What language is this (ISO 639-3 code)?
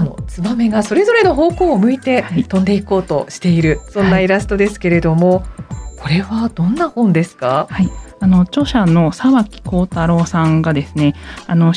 jpn